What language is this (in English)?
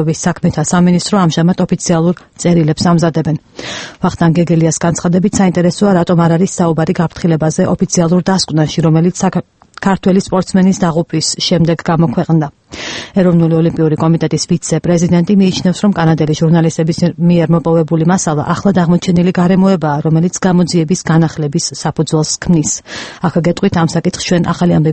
Georgian